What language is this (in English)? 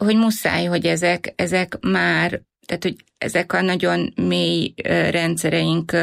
Hungarian